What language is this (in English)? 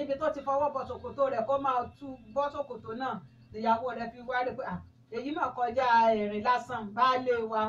Yoruba